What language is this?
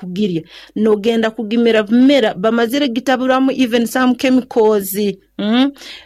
Nyoro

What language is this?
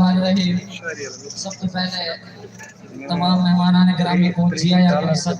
Saraiki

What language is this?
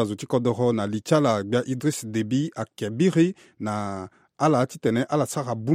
Sango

